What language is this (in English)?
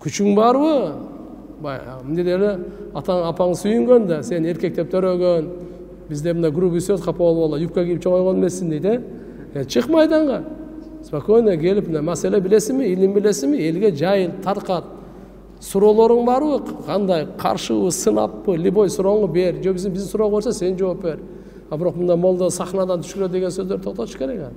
Kyrgyz